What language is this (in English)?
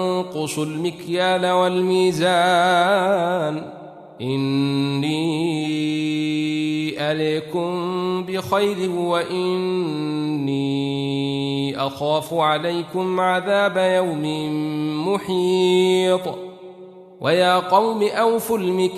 Arabic